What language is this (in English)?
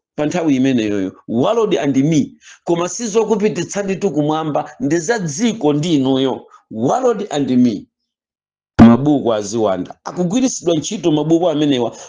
Nyanja